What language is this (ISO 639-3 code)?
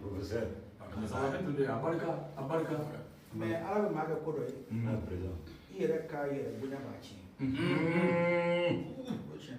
bam